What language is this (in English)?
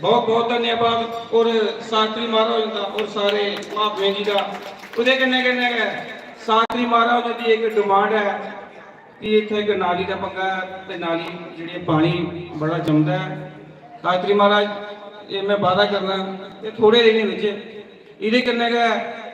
Dogri